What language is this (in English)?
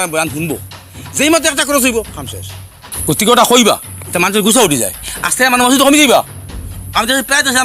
Sylheti